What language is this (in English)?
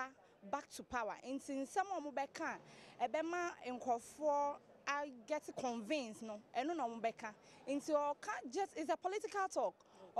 Akan